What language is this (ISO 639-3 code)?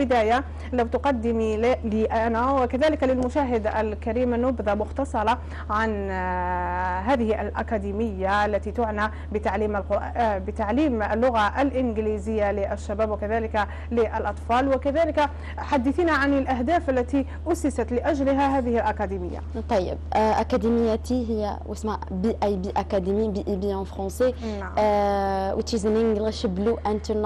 ara